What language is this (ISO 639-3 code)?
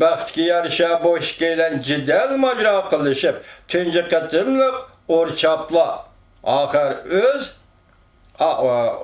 uig